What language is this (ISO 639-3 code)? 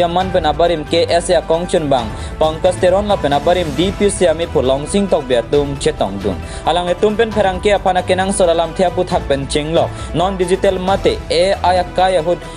mjw